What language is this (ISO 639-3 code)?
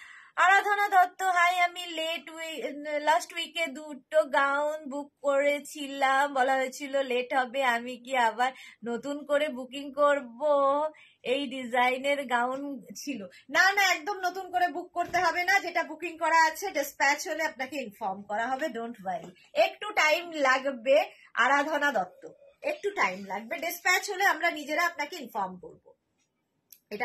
ben